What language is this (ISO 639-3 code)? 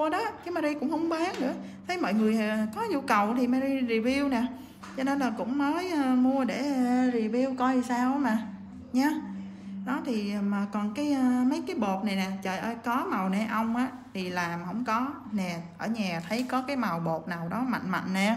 vie